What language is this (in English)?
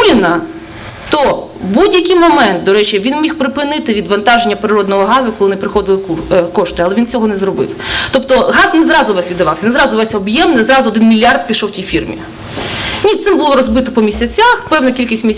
Ukrainian